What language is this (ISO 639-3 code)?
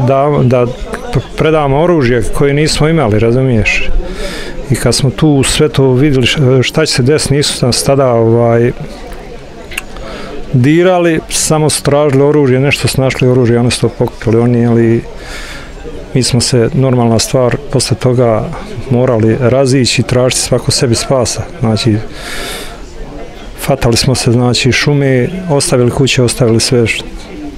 bos